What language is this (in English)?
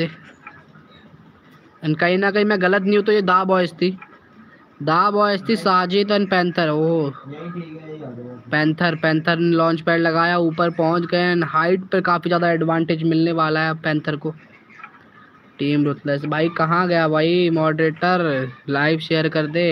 Hindi